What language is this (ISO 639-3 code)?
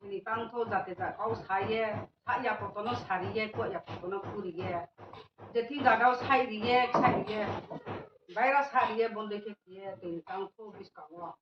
ria